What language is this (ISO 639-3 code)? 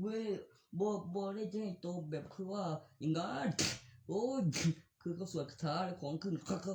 tts